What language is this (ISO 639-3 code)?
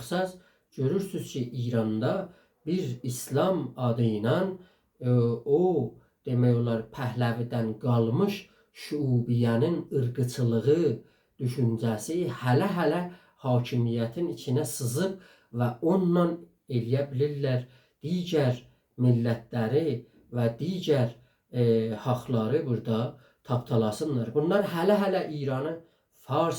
azb